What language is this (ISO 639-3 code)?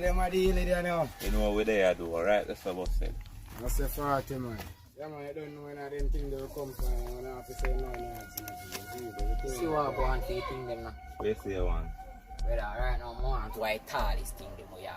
jam